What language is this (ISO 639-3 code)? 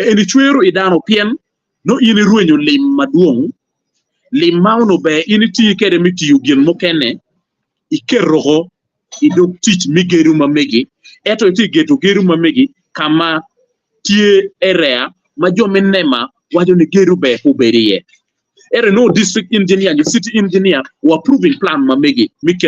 ach